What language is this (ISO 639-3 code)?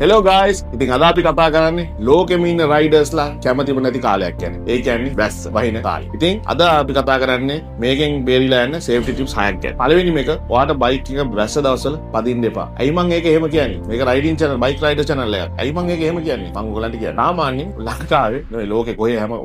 sin